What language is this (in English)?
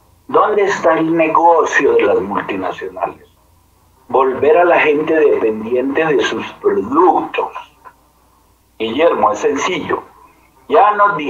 Spanish